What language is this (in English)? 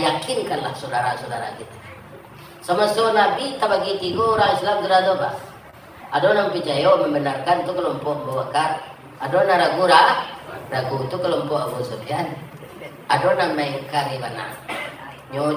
Minangkabau